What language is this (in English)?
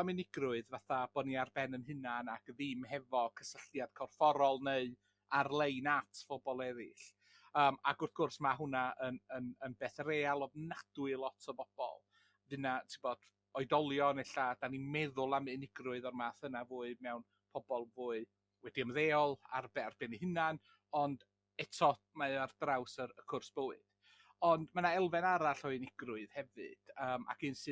Welsh